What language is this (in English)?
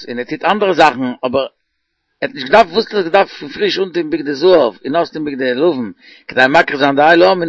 Yiddish